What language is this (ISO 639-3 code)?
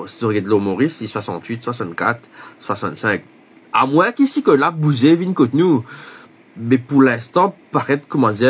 mfe